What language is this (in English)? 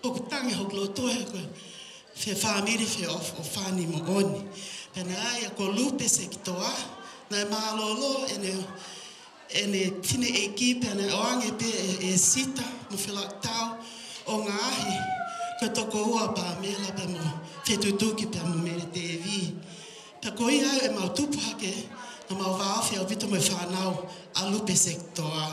Tongan